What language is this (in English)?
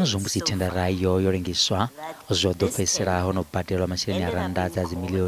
Venda